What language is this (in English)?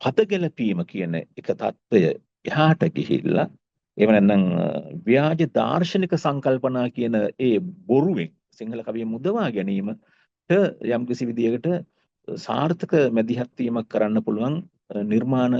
Sinhala